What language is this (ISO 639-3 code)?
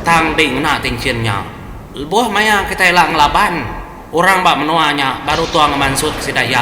iba